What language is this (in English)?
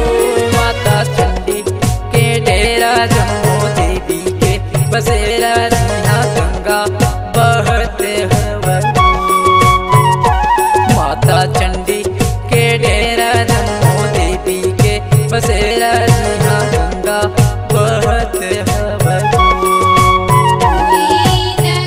Bhojpuri